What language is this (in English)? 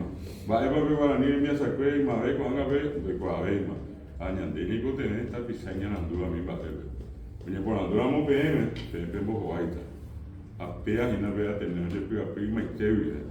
Guarani